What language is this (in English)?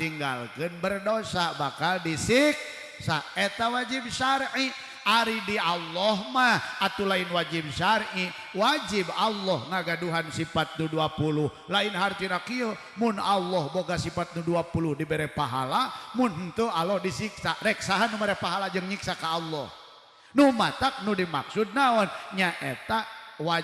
Sundanese